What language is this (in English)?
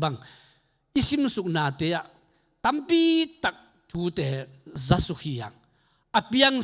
Tedim Chin